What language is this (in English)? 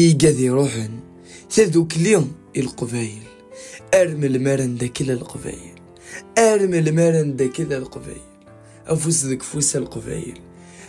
Kabyle